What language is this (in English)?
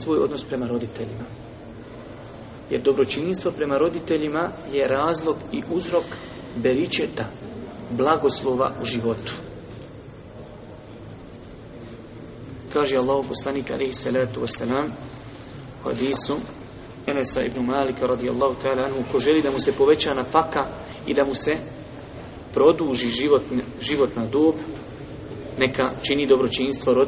Bosnian